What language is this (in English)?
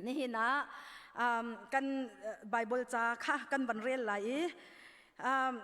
Hakha Chin